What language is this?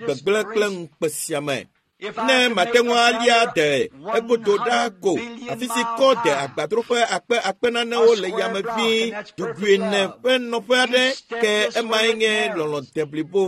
Ewe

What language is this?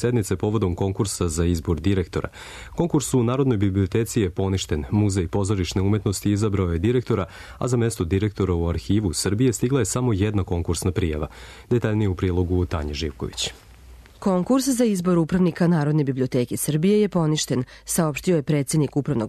Serbian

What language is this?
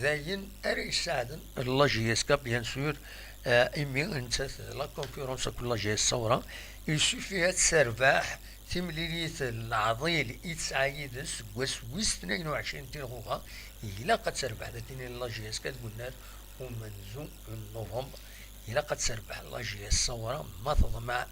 Kabyle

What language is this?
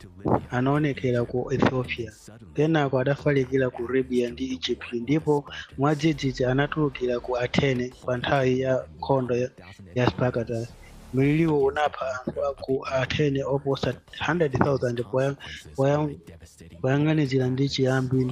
Nyanja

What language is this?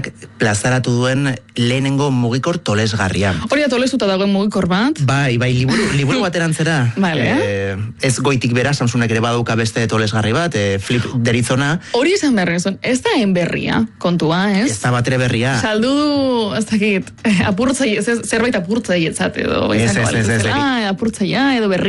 Basque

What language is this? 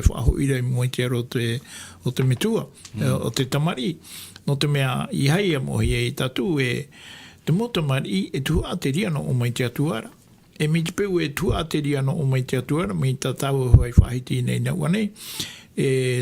Tahitian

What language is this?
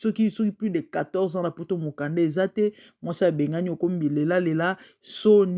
Lingala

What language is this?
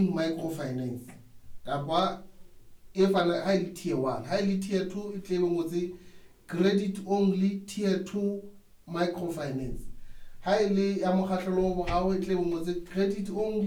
Southern Sotho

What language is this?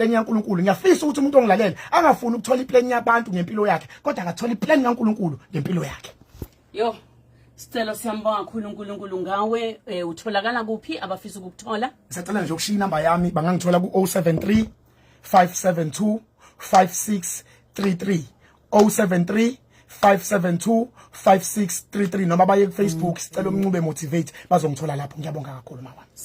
Zulu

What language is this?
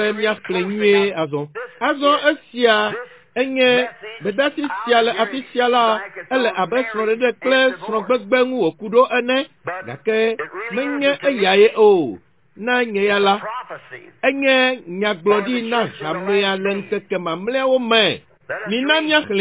Ewe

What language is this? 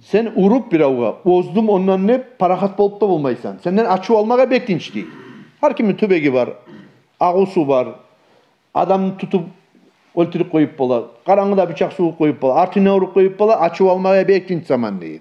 Kumyk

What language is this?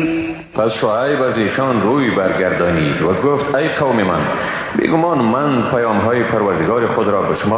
Persian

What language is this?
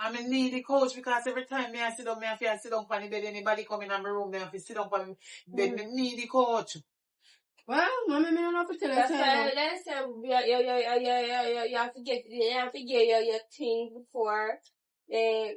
Jamaican Creole English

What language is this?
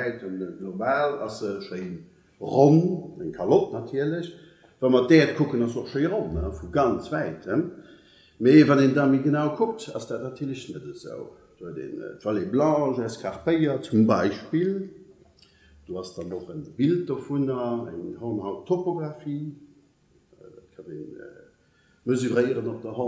Luxembourgish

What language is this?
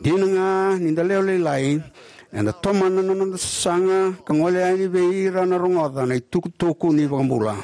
Fijian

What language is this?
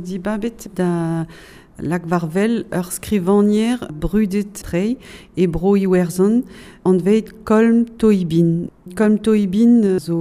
Breton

